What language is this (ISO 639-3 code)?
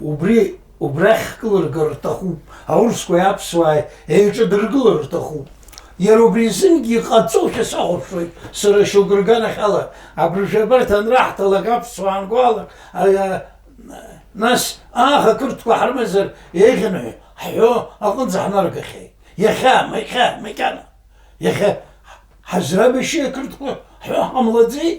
abk